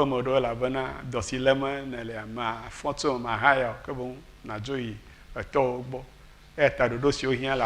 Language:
Ewe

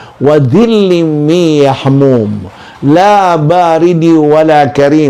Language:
Maranao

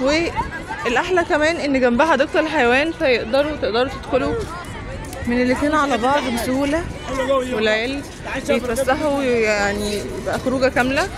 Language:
Egyptian Arabic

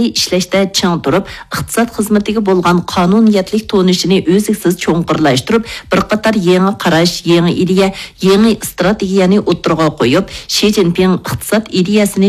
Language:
Uyghur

